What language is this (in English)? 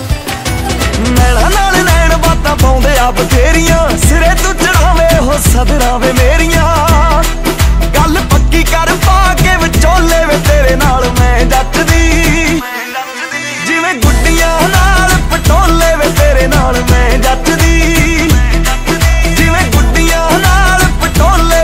Punjabi